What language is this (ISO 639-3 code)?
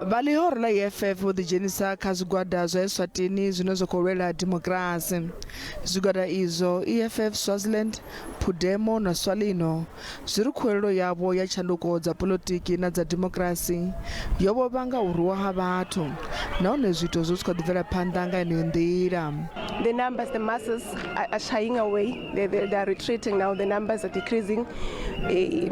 ven